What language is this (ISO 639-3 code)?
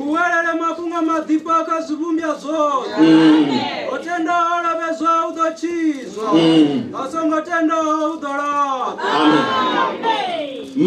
ven